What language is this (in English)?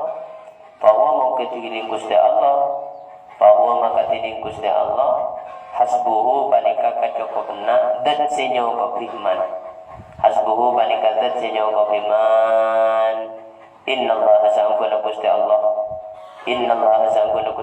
Madurese